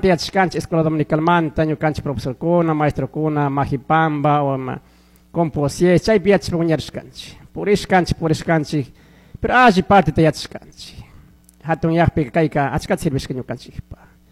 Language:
Chimborazo Highland Quichua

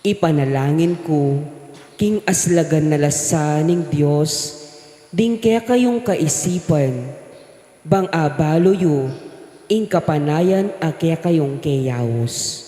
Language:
Pampanga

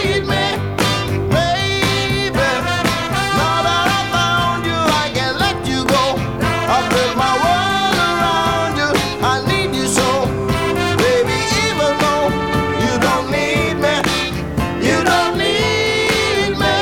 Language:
English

